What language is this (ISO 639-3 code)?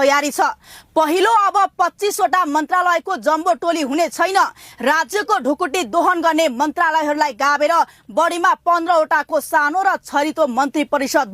nep